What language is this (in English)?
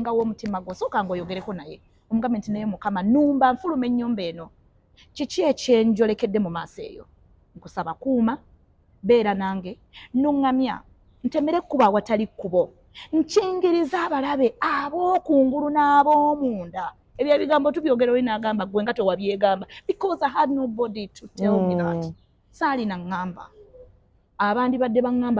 Ganda